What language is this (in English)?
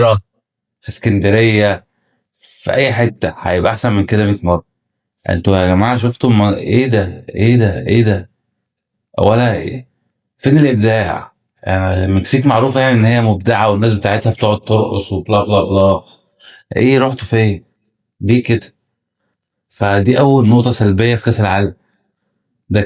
Egyptian Arabic